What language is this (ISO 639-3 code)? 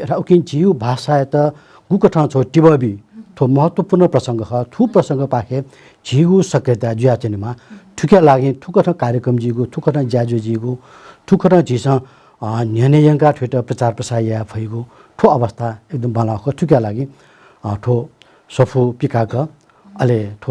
new